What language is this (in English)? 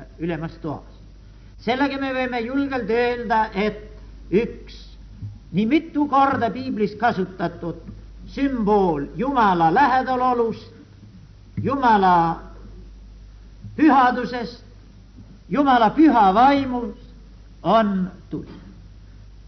Estonian